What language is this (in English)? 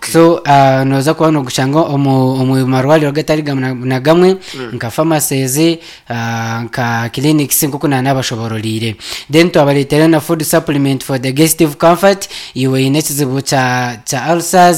Nyankole